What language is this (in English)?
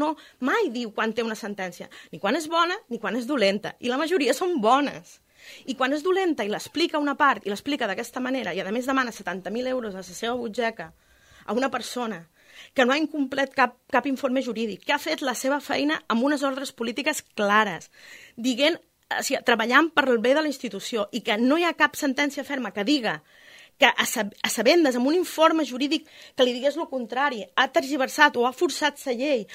Catalan